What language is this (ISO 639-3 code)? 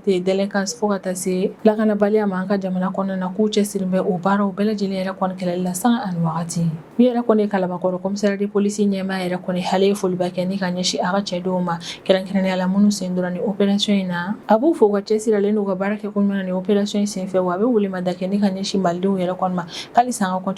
bam